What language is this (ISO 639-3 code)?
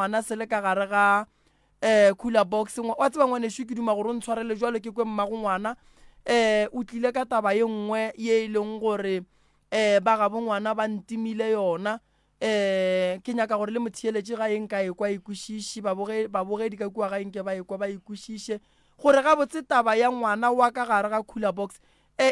nso